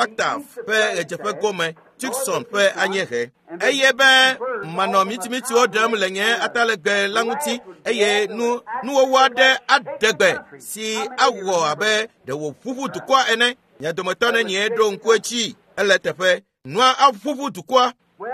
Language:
Ewe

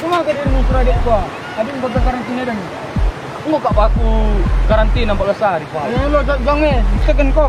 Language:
Batak Karo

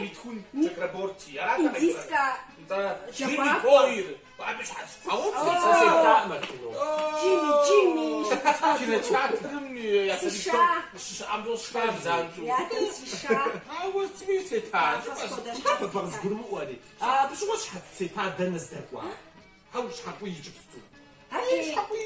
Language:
Kabardian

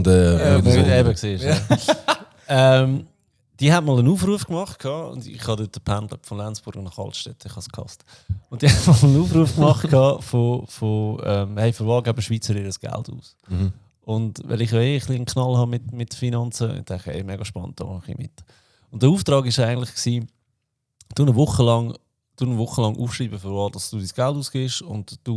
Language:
Swiss German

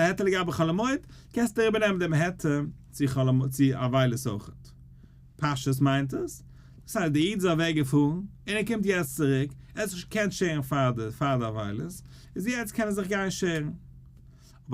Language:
Yiddish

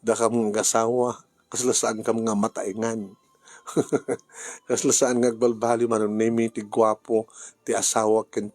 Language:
Iloko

